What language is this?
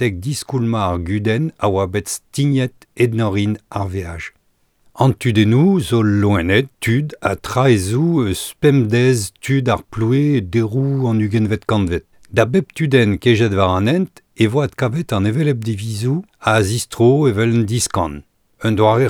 Breton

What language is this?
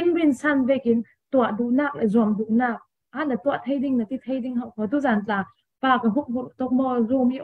Falam Chin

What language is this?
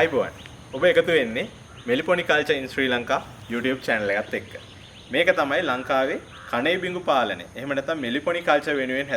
Sinhala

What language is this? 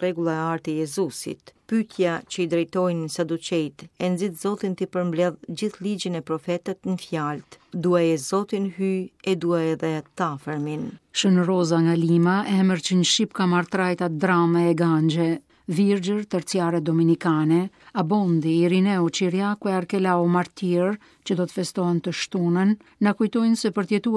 Albanian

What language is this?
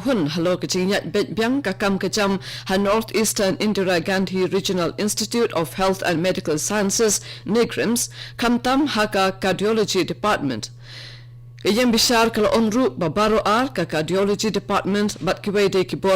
Khasi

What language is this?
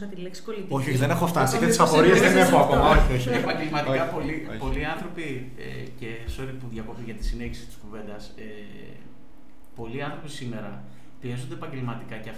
Greek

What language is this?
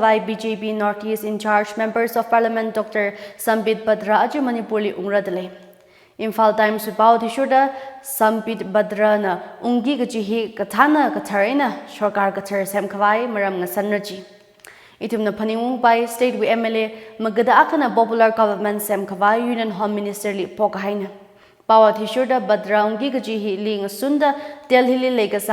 Tangkhul Naga (India)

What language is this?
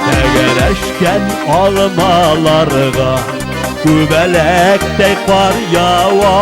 Tatar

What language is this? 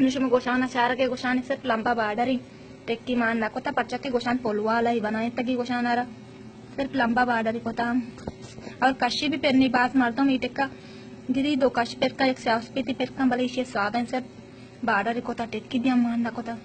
Baluchi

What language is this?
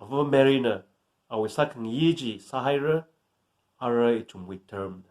Tangkhul Naga (India)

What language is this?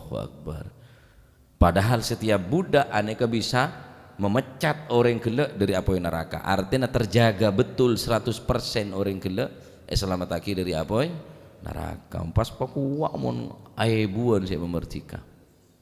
Madurese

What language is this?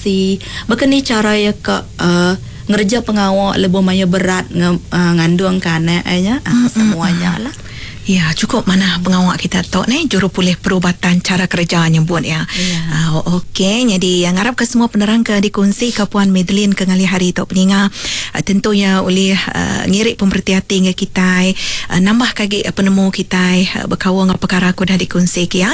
Iban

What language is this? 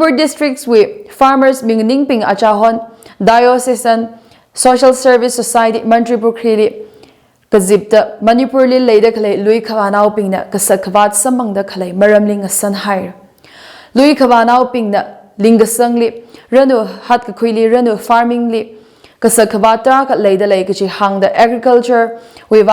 Tangkhul Naga (India)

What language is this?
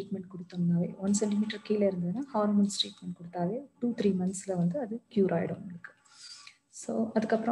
Tamil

